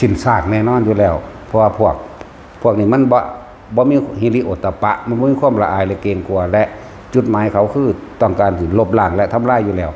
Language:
Northeastern Thai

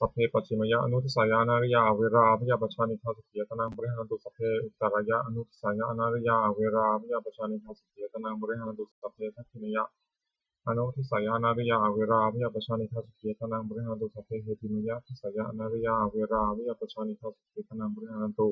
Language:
Pali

